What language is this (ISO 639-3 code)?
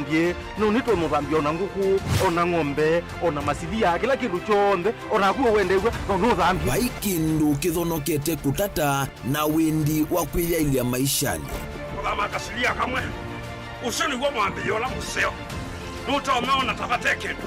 kam